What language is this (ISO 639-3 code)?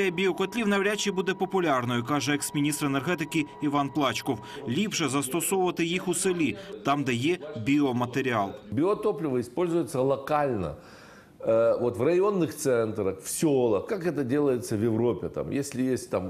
ukr